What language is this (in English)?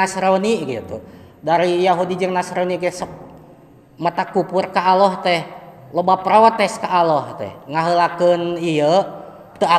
Sundanese